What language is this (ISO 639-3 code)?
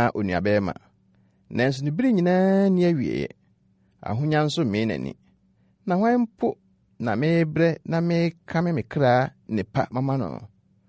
aka